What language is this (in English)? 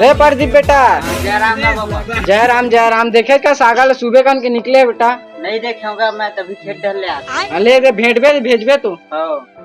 Chhattisgarhi